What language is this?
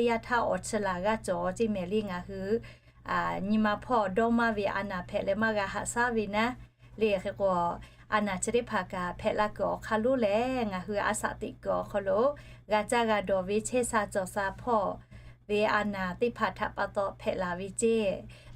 Lahu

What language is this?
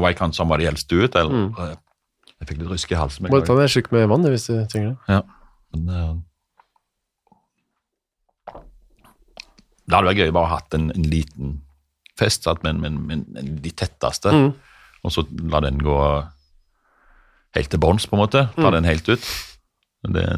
Norwegian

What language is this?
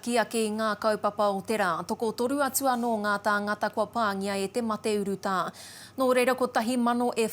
Māori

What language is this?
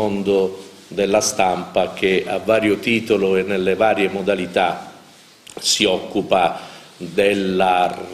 Italian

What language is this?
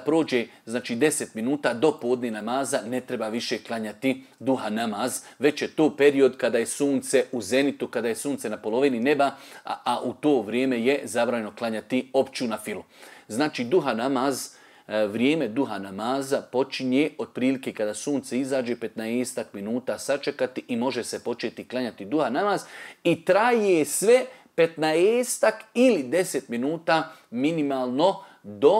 Bosnian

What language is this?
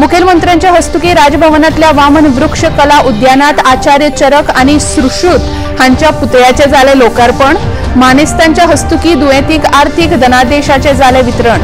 Konkani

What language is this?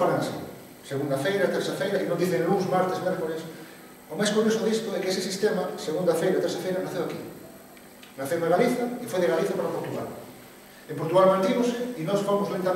Galician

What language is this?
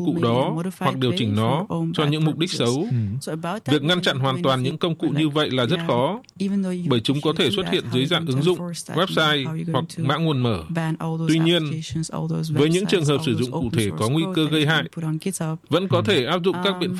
Vietnamese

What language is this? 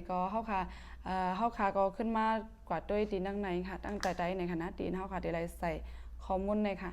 Shan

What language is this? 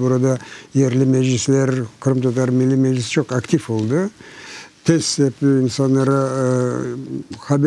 Crimean Tatar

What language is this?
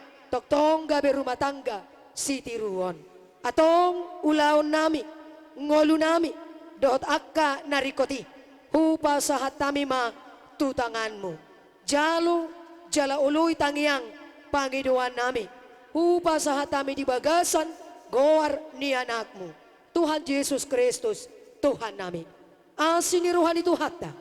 Batak Toba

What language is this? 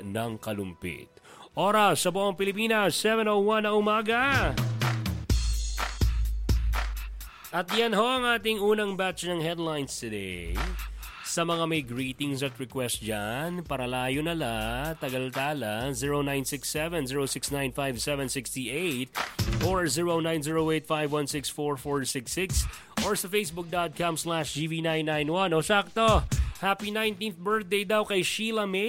Filipino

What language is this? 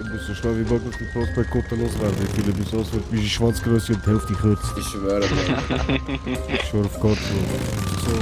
Swiss German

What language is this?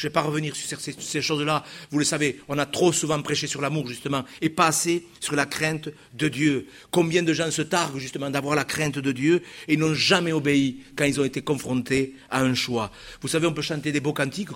French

